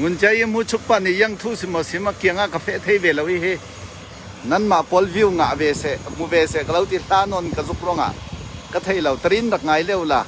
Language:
Falam Chin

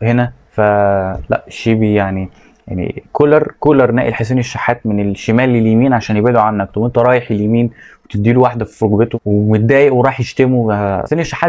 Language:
Egyptian Arabic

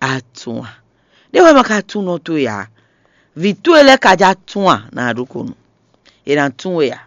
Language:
Fon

